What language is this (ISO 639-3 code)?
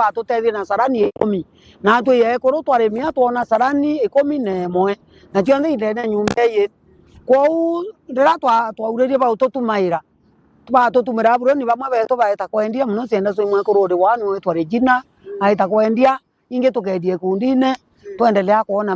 mer